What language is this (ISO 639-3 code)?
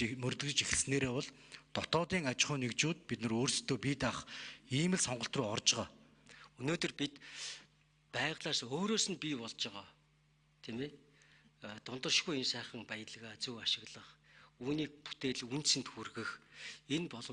mon